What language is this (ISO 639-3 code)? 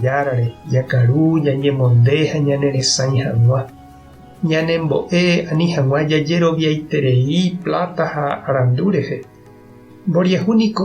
grn